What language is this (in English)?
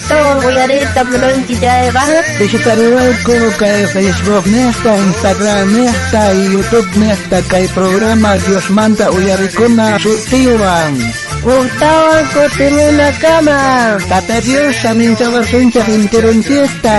South Bolivian Quechua